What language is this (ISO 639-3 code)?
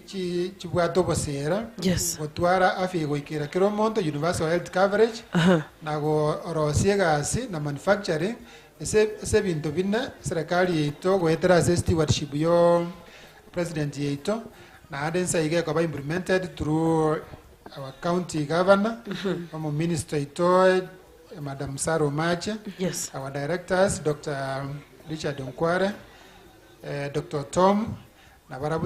guz